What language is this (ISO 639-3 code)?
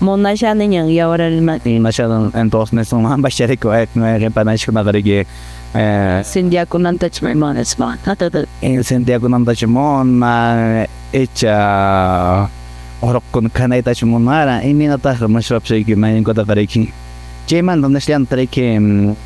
que